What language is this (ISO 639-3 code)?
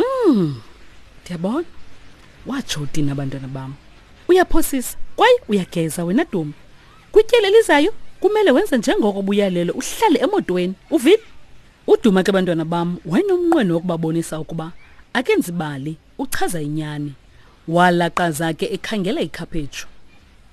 xho